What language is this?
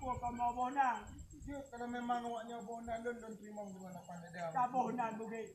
Achinese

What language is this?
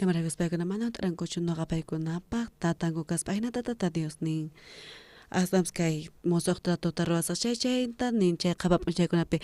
South Bolivian Quechua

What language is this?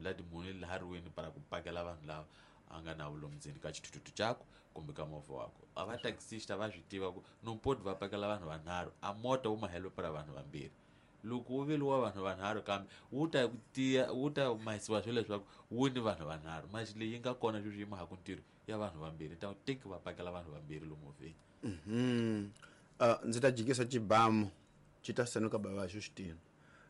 Tsonga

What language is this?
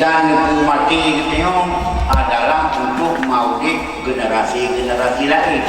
Achinese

